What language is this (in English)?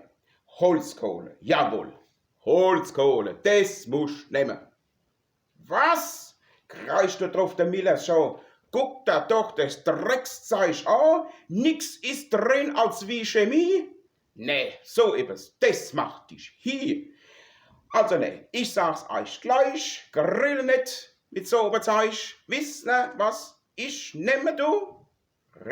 Palatine German